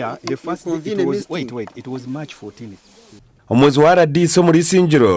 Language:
Nyankole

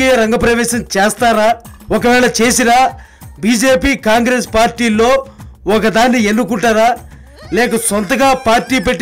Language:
Telugu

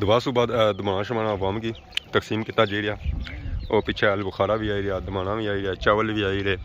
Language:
Pahari-Potwari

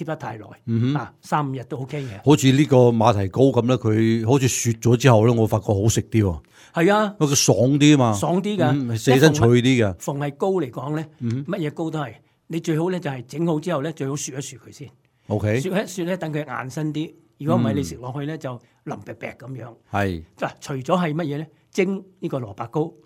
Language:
Cantonese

